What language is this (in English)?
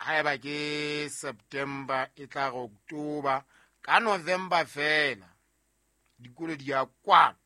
Southern Sotho